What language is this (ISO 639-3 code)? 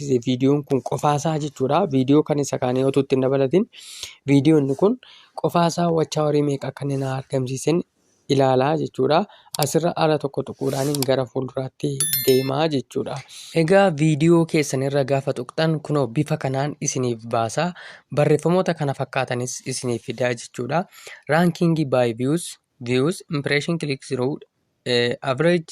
orm